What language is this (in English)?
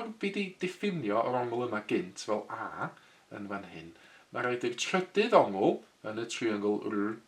Welsh